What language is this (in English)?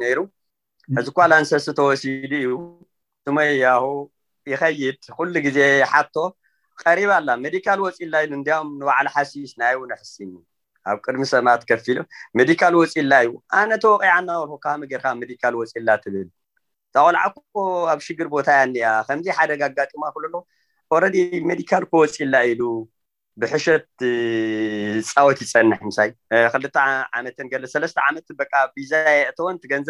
Tigrinya